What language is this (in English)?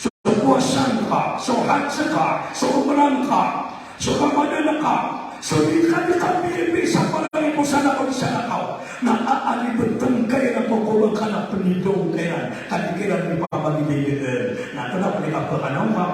Maranao